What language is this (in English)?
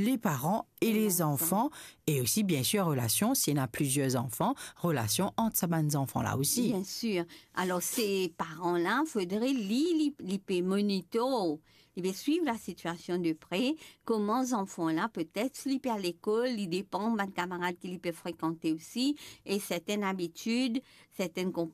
Morisyen